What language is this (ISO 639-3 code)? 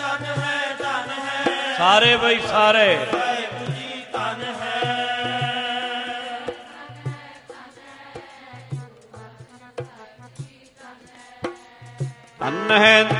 pan